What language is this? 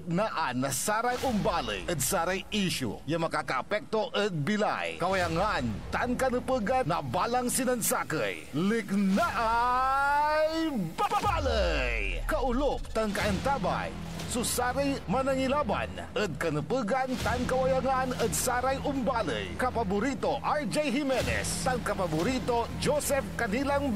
Pangasinan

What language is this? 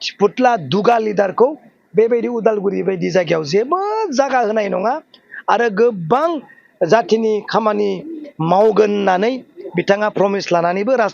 Bodo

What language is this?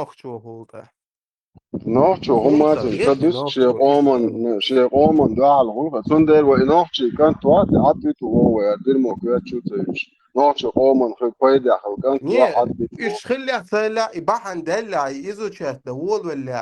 Chechen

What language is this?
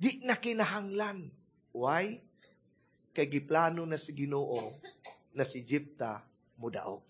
Cebuano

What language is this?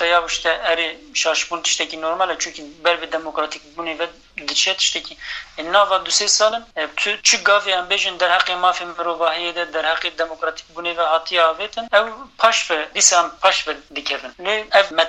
Kurdish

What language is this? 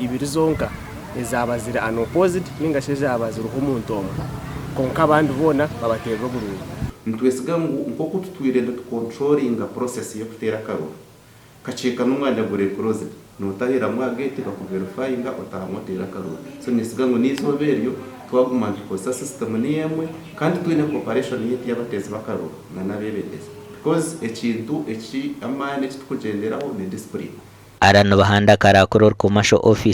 Nyankole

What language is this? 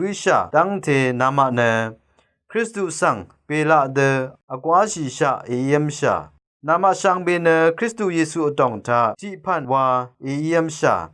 Rawang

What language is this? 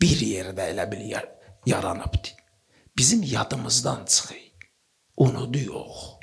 Azerbaijani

